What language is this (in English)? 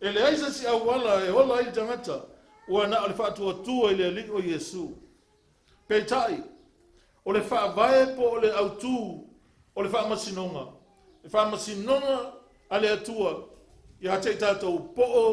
Samoan